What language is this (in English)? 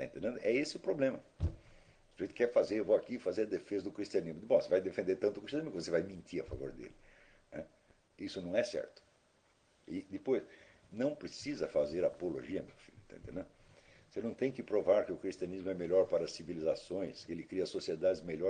Portuguese